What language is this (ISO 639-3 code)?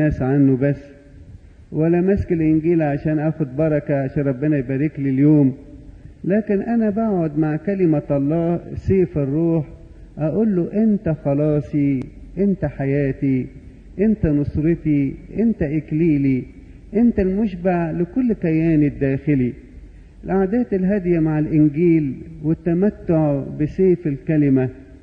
arz